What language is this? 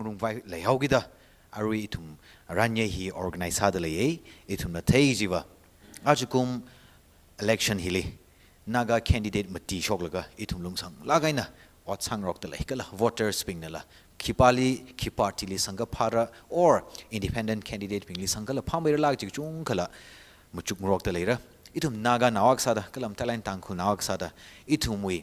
Tangkhul Naga (India)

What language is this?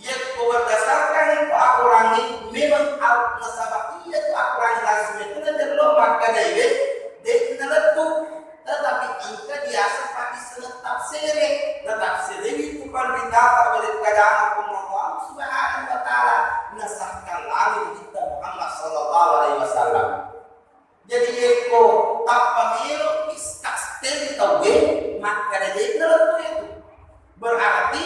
Buginese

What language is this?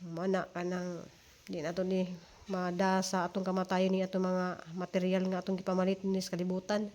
Cebuano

